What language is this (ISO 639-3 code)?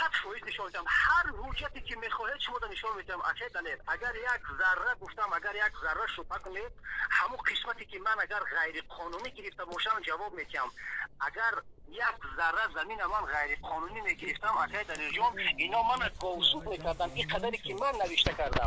tgk